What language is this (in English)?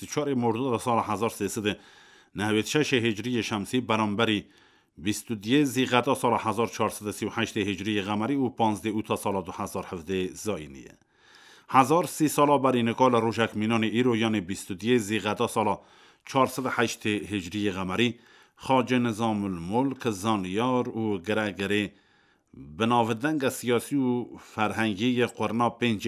Kurdish